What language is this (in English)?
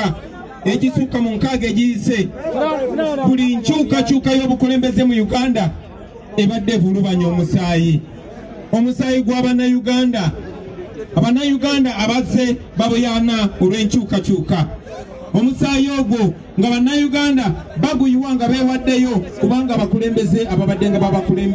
Ganda